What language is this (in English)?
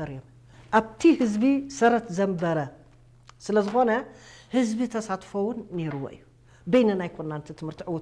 Tigrinya